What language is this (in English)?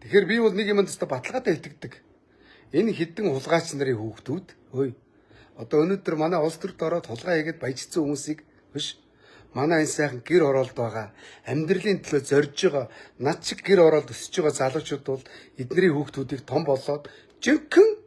Mongolian